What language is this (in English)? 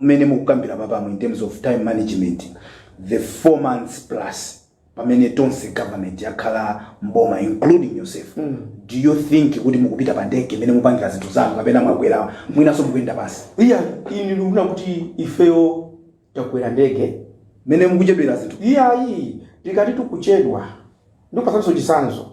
Nyanja